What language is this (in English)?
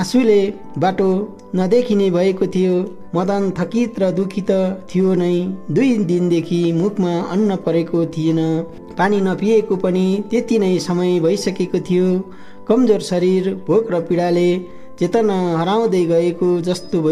Nepali